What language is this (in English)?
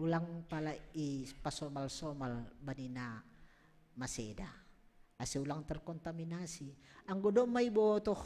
Batak Simalungun